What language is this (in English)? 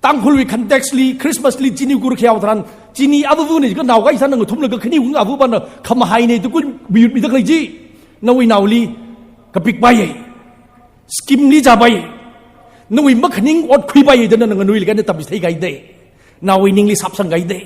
Tangkhul Naga (India)